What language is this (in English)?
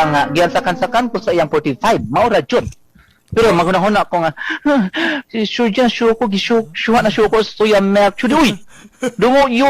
Cebuano